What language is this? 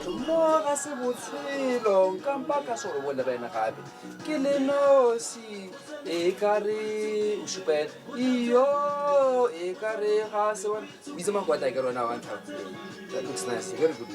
Tswana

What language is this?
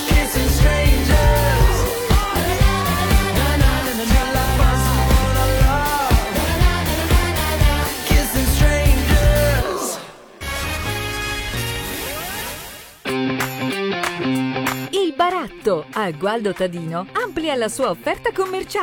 Italian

